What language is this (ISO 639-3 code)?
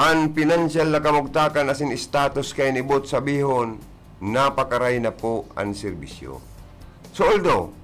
bik